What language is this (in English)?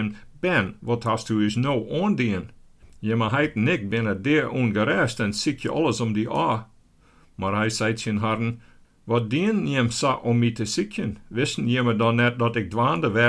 Western Frisian